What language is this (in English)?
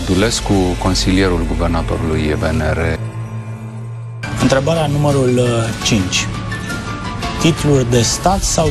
Romanian